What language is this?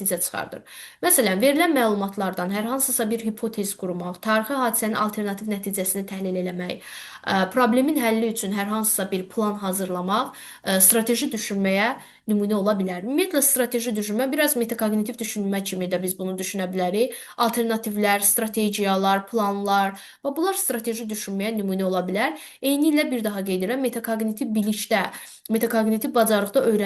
Azerbaijani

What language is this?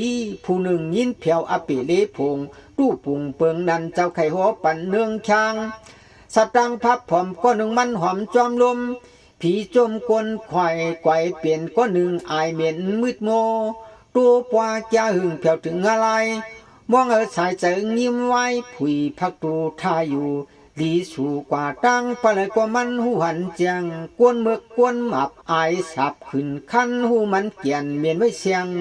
Shan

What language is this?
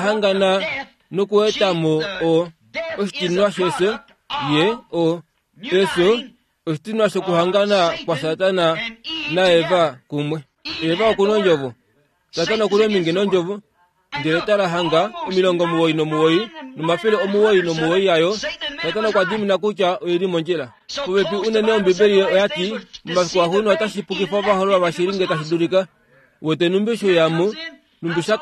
Kuanyama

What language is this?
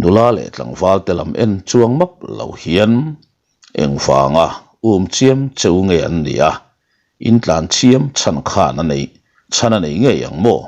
Mizo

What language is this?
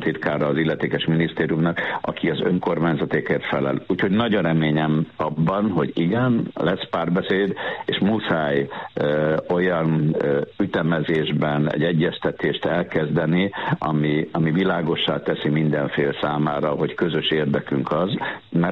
Hungarian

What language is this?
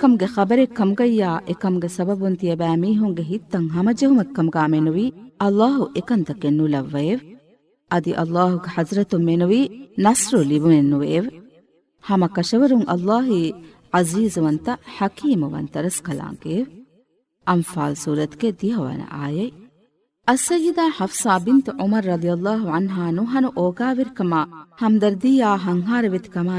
Divehi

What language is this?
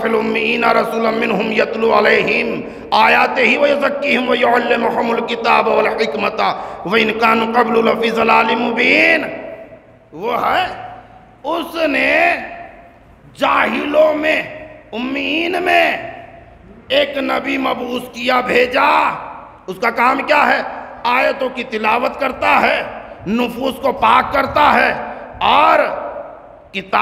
Urdu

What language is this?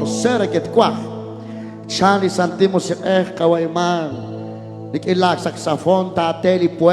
Kekchí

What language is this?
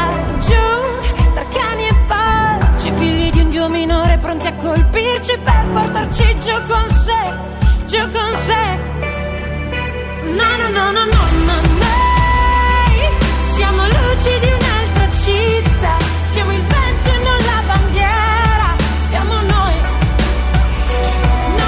Italian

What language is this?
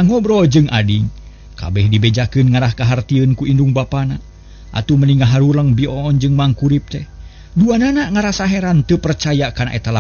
Sundanese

